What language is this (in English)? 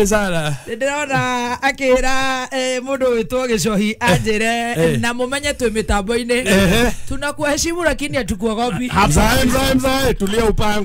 Kikuyu